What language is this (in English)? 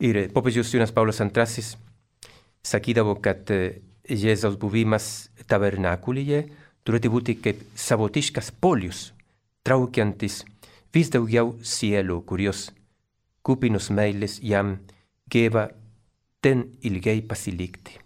Lithuanian